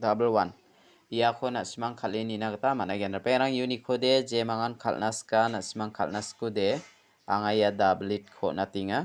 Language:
Garo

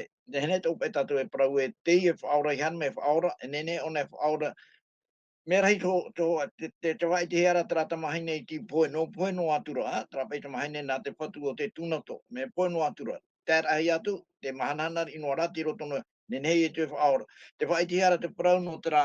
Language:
Tahitian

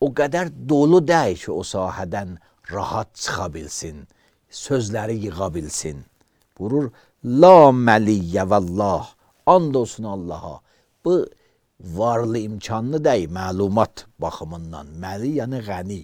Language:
Azerbaijani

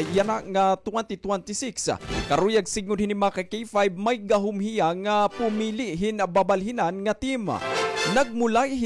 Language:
Waray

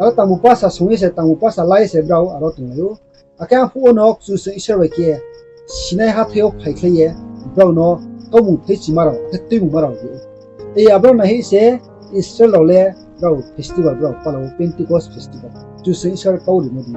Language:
Riang (India)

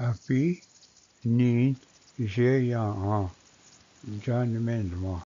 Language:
Ojibwa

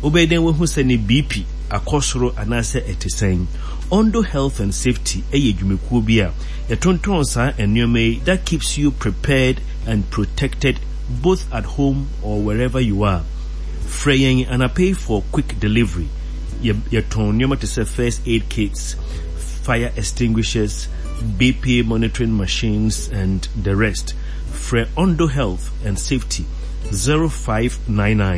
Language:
Akan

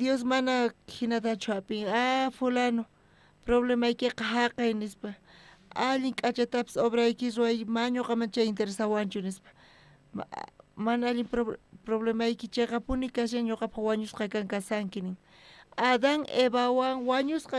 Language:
South Bolivian Quechua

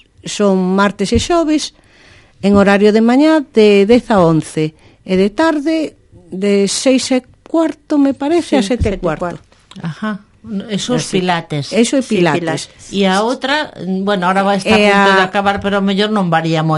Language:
Galician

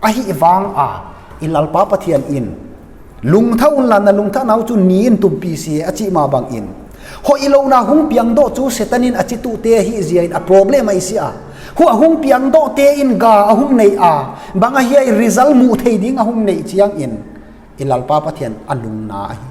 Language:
Tedim Chin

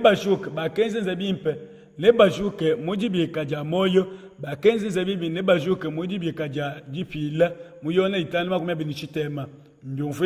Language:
Luba-Lulua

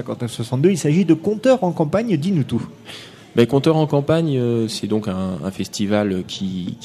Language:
French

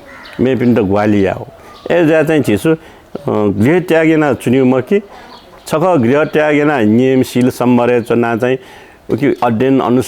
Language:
Newari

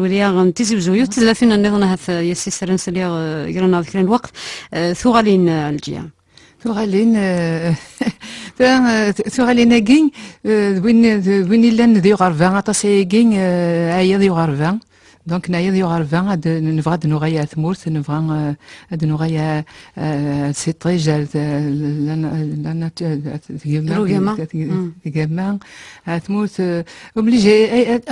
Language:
Kabyle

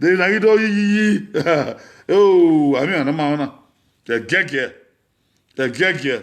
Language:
Bini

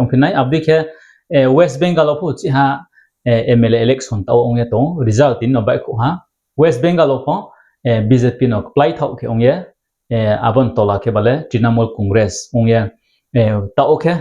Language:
Riang (India)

